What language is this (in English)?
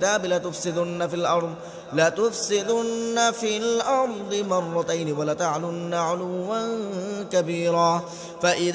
Arabic